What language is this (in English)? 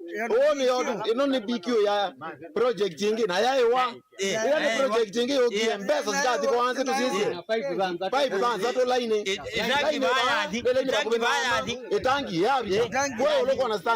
Kamba